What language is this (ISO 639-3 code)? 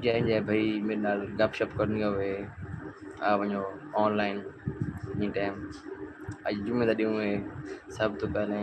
skr